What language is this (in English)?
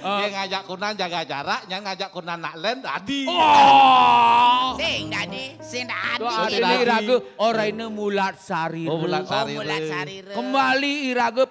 Balinese